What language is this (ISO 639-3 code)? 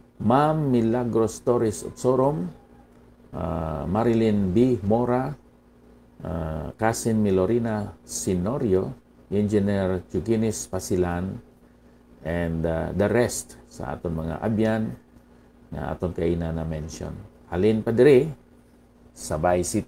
hil